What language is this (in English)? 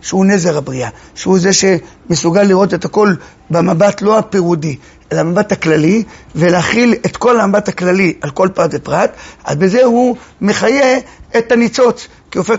Hebrew